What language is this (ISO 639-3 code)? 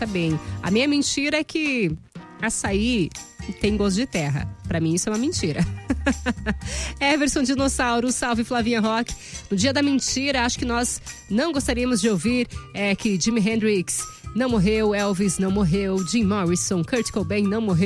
por